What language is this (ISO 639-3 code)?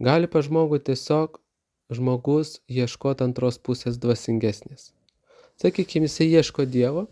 lit